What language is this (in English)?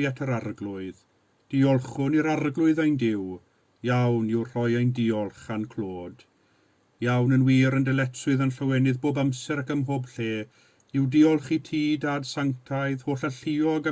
Welsh